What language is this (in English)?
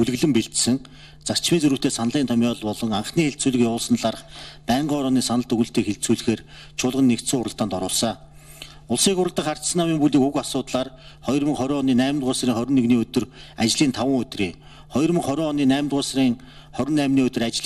Mongolian